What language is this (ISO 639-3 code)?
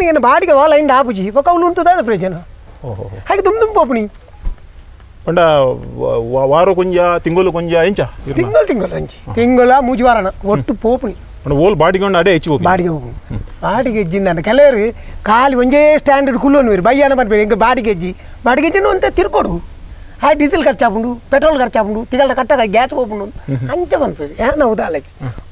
tcy